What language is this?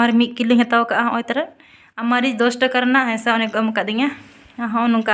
Santali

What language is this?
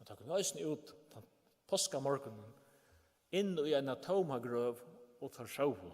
Faroese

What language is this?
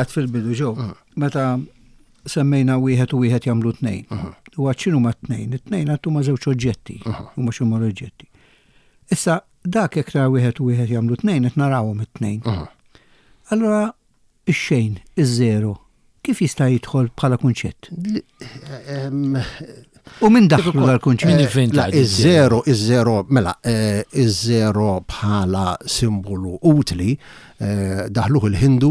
Maltese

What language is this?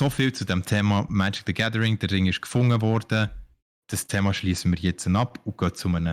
Swiss German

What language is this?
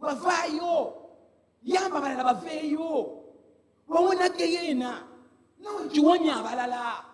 Ganda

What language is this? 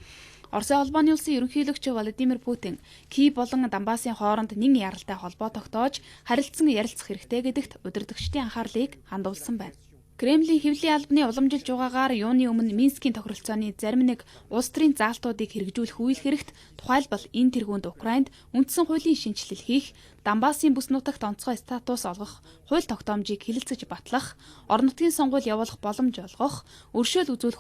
Mongolian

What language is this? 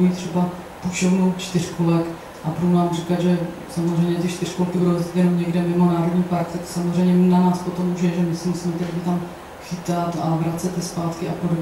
Czech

